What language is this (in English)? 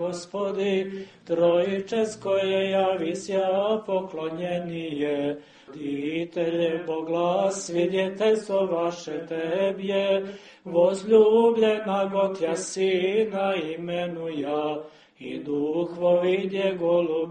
Serbian